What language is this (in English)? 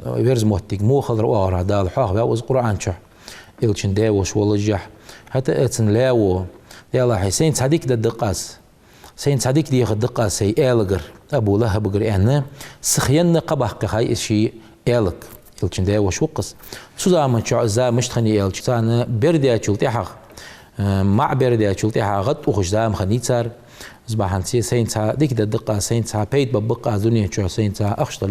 Ingush